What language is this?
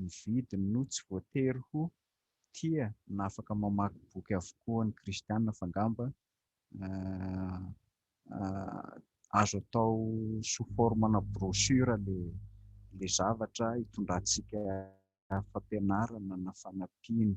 Malagasy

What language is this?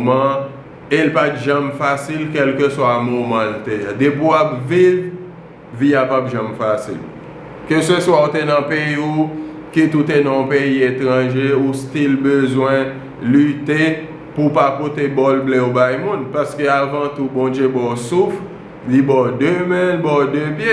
Haitian Creole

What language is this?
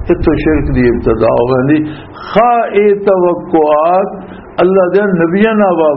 Western Panjabi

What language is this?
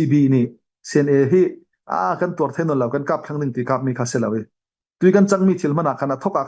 Falam Chin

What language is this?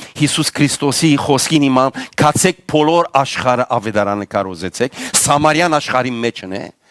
Western Armenian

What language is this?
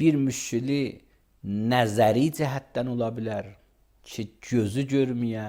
Azerbaijani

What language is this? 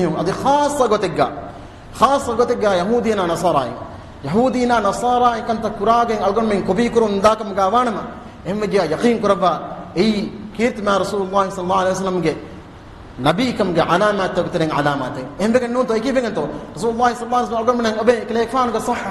Divehi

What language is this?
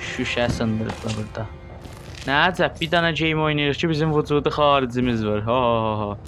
South Azerbaijani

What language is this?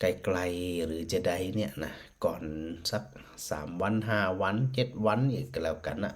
Northern Thai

